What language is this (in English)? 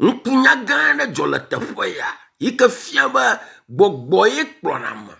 Ewe